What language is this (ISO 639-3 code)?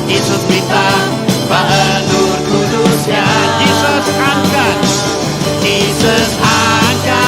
iba